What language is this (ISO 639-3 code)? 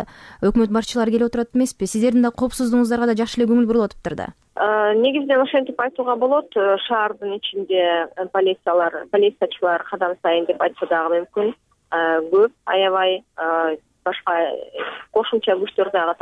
kir